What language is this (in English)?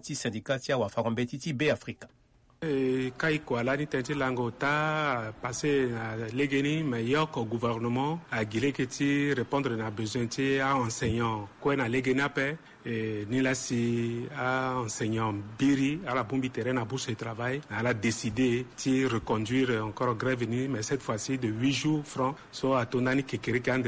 Sango